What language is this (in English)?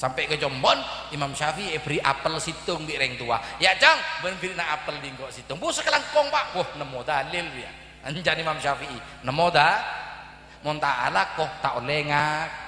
Madurese